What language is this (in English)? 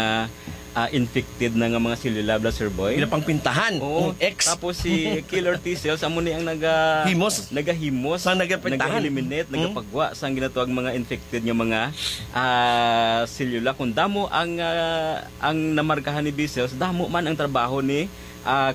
Hiligaynon